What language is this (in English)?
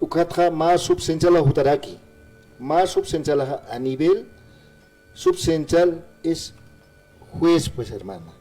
Aymara